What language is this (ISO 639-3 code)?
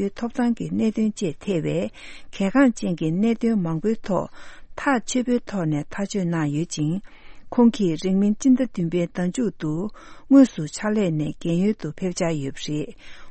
bod